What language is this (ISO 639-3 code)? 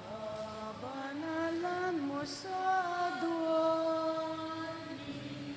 pam